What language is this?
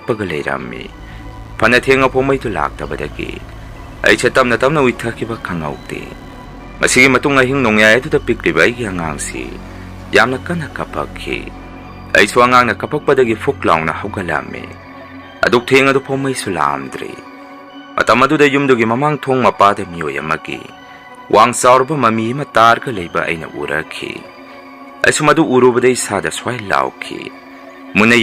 Manipuri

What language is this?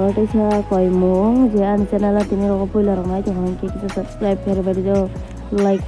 Kok Borok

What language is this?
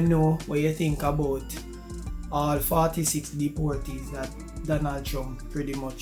Jamaican Creole English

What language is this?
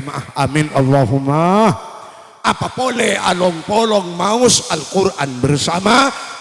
Madurese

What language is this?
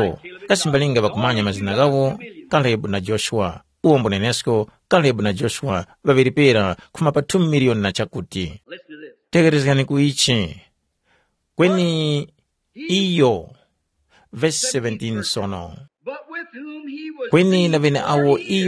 Tumbuka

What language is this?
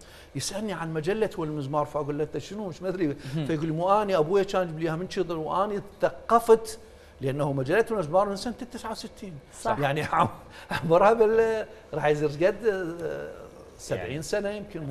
Mesopotamian Arabic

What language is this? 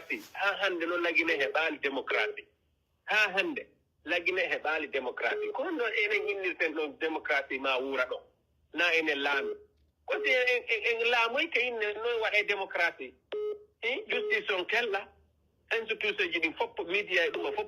Pular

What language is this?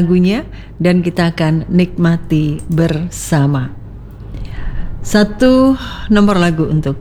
Indonesian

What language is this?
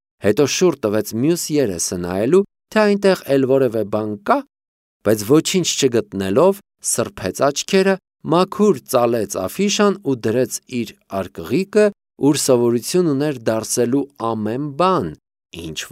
Armenian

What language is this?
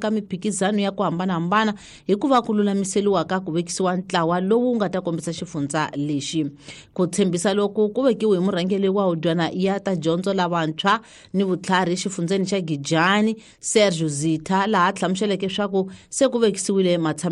Tsonga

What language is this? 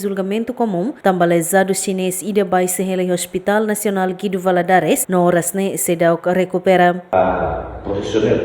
Tetum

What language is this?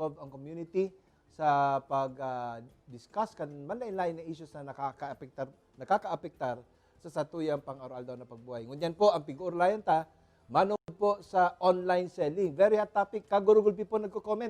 Bikol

